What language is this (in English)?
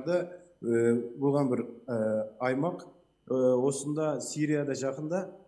Kazakh